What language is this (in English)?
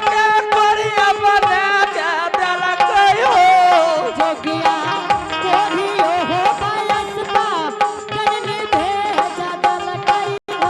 Angika